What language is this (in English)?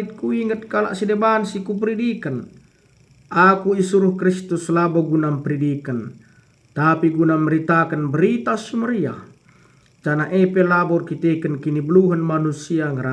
Batak Karo